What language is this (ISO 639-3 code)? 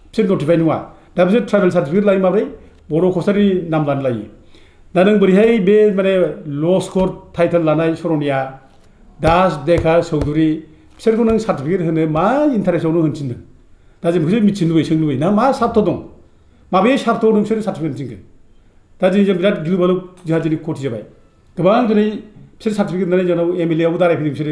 brx